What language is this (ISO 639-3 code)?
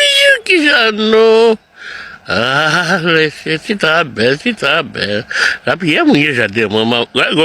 hat